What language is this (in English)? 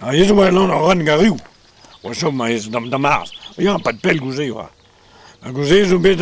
Breton